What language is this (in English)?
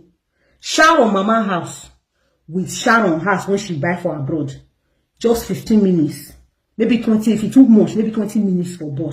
Nigerian Pidgin